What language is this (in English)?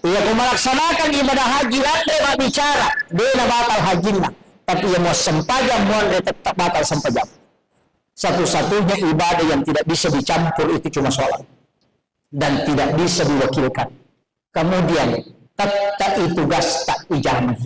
Buginese